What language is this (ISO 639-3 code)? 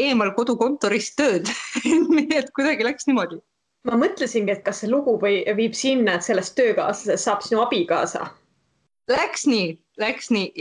est